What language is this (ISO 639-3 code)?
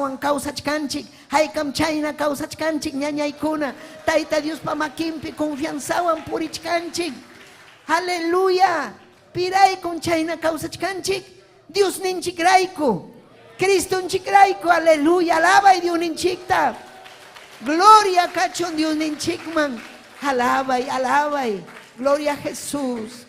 quy